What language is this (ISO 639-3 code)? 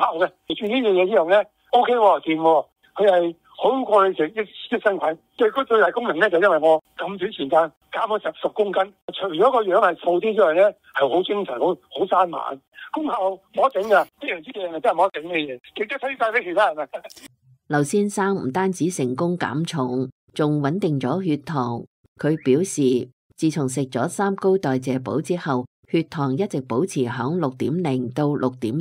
yue